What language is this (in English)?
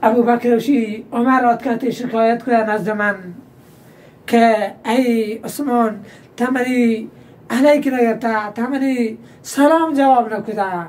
Baluchi